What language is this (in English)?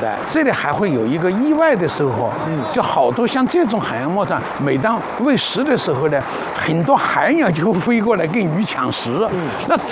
Chinese